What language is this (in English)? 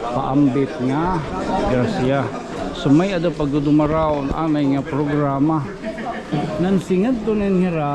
Waray